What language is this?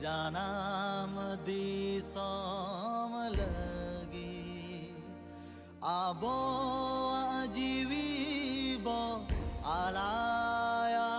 Santali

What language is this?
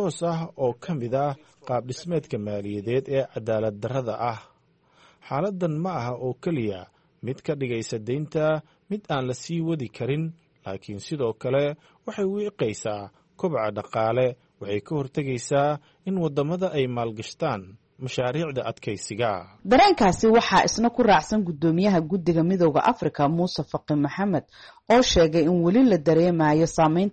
Somali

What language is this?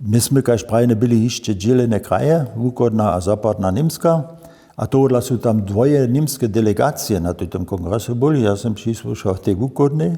Upper Sorbian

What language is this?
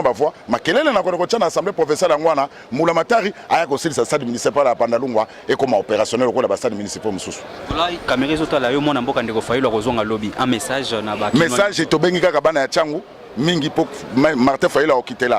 Lingala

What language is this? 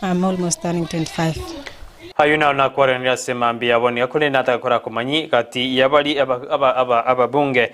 Gusii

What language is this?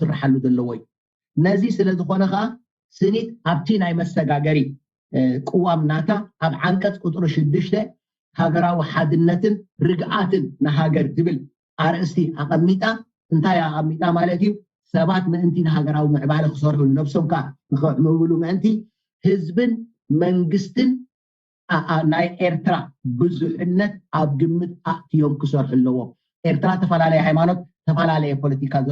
Tigrinya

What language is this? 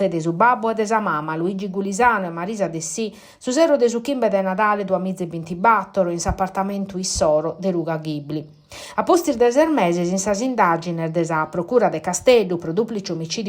Sardinian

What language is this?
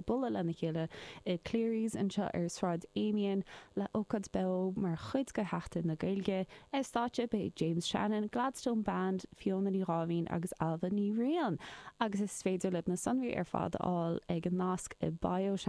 Irish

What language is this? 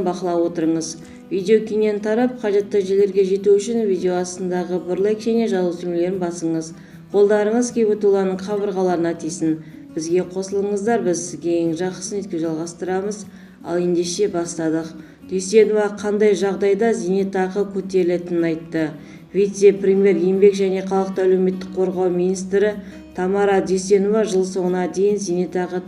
Kazakh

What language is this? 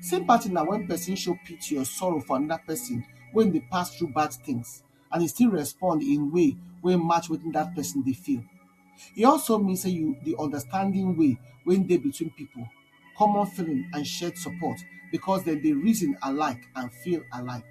Nigerian Pidgin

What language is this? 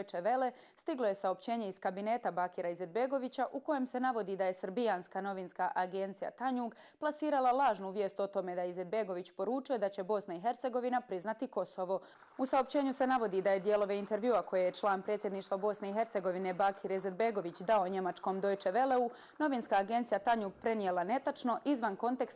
Bosnian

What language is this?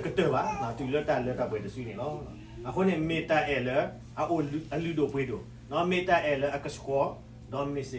S'gaw Karen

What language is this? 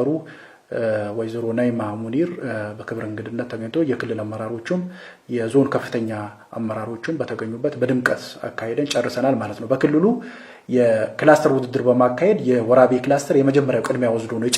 Amharic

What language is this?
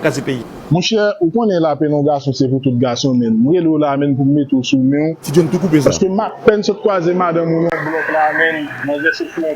Haitian Creole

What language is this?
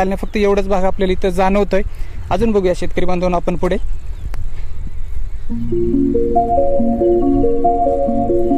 Marathi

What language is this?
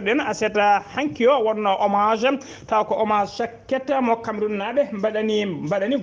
Fula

